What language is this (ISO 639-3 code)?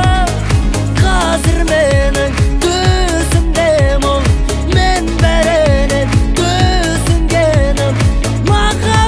kaz